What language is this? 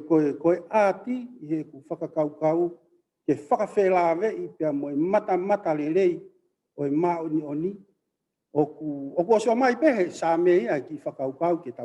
Tongan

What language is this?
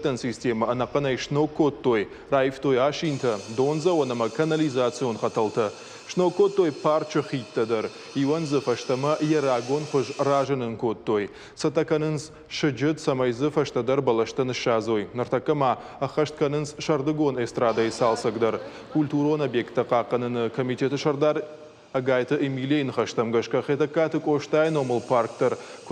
Ossetic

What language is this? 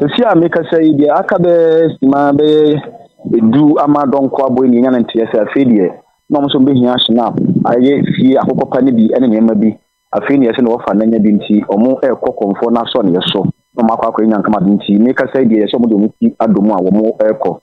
Akan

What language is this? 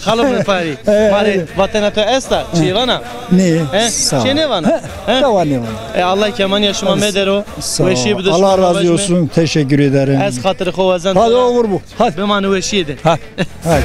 Zaza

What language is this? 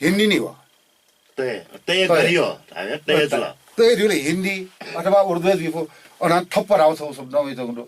Newari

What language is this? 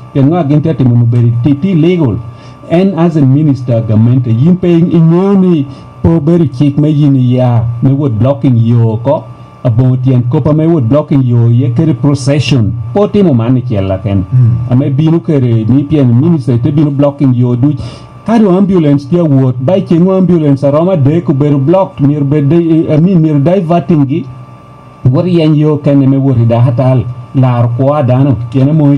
Lango (Uganda)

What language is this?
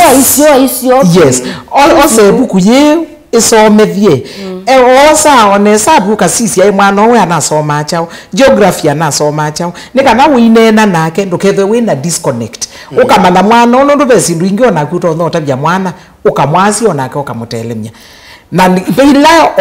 Kamba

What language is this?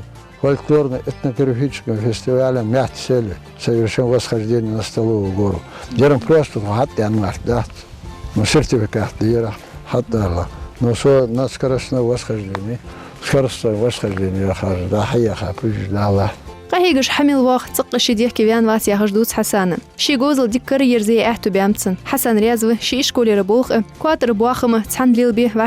Ingush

